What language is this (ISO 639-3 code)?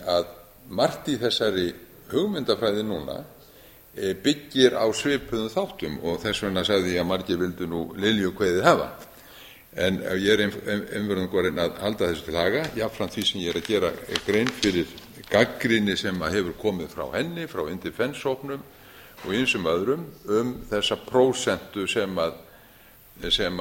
isl